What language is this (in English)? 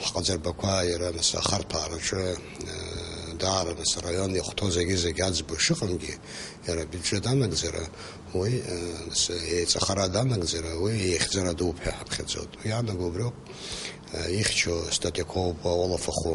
Abkhazian